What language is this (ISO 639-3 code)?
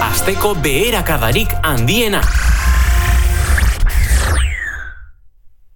eus